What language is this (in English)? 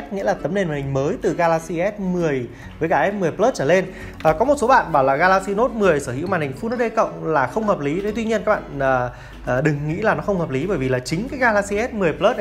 Vietnamese